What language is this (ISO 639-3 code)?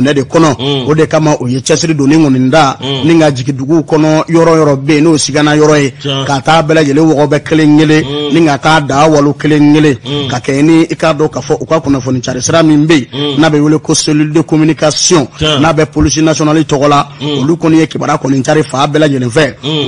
bam